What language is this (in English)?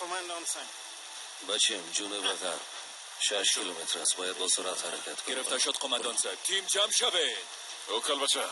Persian